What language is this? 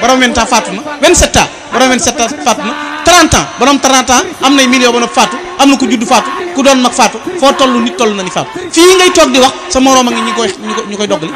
Wolof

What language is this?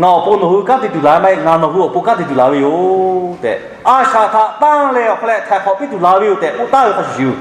Lahu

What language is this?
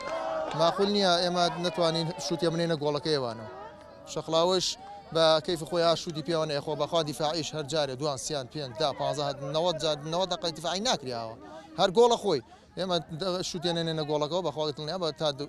Central Kurdish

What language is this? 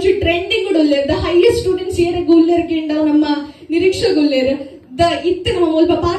Tulu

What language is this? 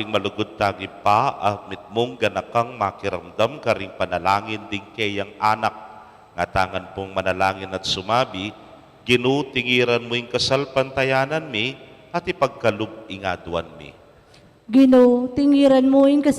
Pampanga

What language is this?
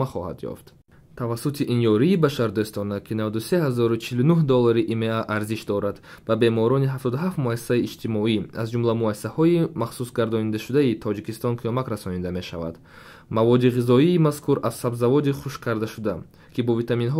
Tajik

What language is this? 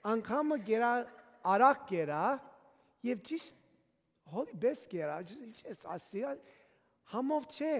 Armenian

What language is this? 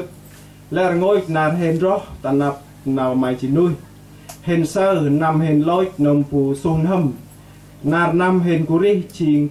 Central Mnong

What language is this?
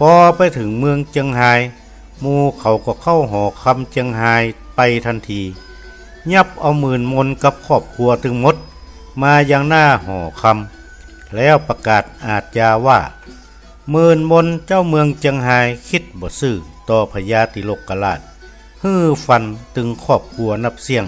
Northern Thai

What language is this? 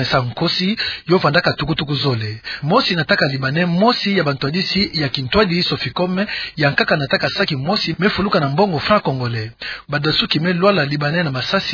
Kituba (Democratic Republic of Congo)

